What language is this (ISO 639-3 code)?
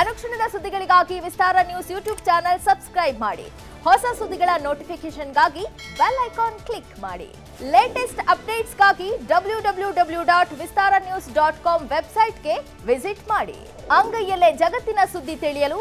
kan